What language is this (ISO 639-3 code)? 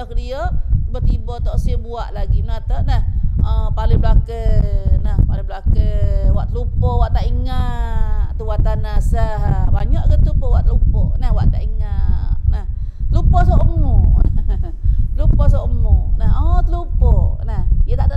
msa